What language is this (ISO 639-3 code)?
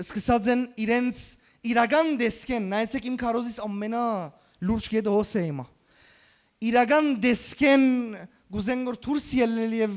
hyw